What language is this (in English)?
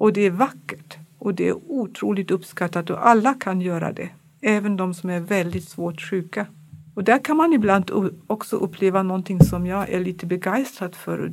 Swedish